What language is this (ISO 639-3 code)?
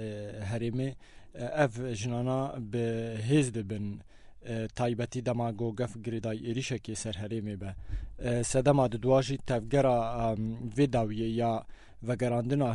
kur